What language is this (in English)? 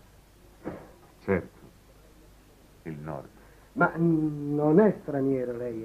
Italian